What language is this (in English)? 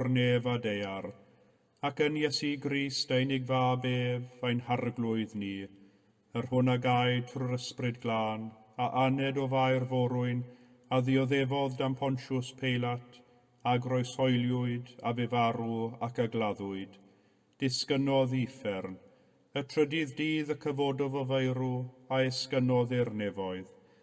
Welsh